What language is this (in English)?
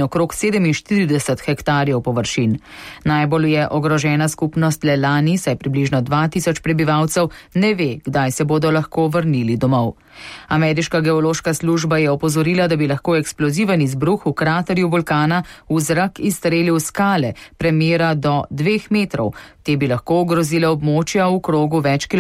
Slovenian